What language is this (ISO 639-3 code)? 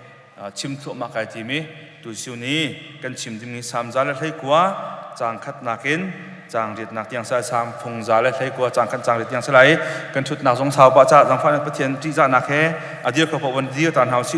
cnh